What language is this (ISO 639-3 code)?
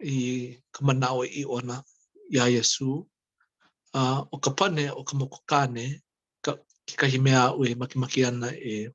haw